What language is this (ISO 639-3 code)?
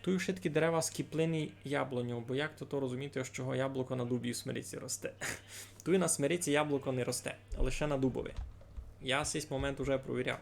rue